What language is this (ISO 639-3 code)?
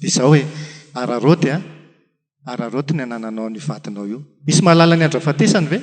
mlg